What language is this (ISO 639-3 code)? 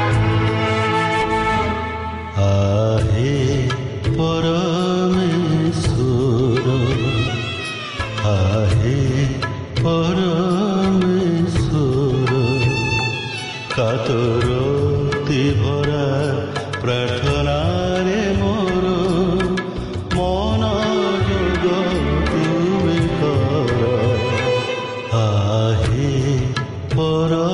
ori